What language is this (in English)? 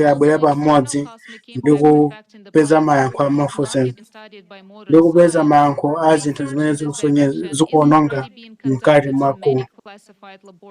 Nyanja